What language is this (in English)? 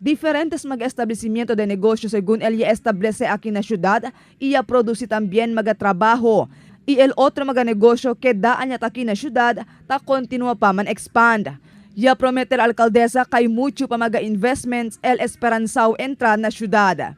Chavacano